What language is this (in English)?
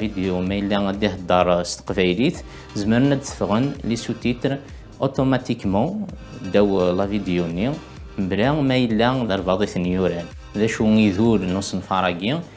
Kabyle